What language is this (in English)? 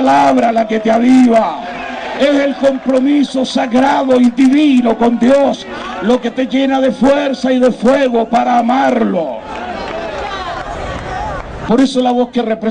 Spanish